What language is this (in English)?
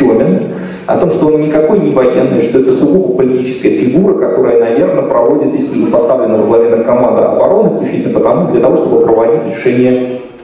Russian